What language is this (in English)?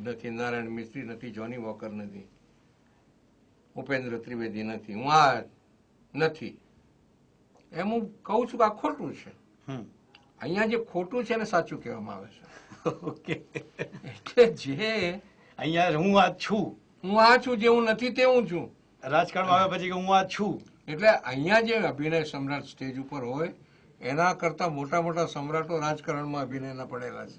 Gujarati